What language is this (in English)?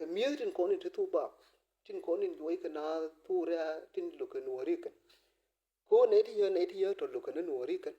Nuer